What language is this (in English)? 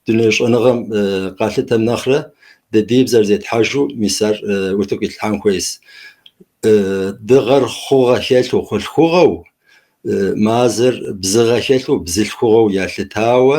Kabardian